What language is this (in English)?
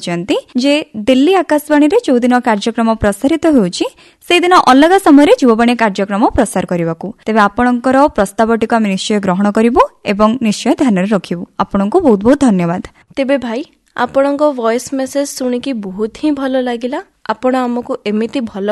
Odia